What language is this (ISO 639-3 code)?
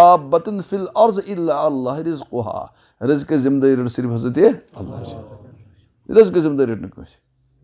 kas